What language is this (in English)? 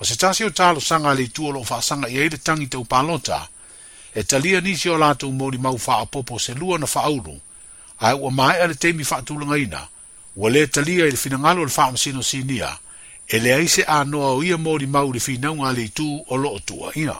Samoan